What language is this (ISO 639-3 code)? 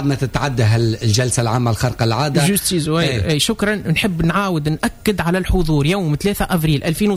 aeb